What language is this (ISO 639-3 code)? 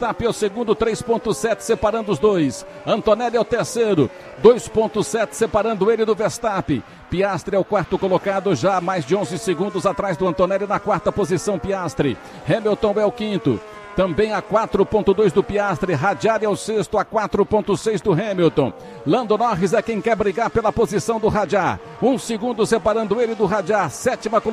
por